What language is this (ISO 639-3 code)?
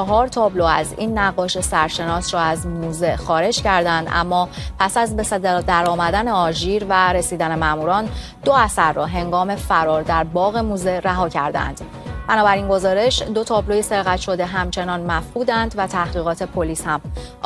fas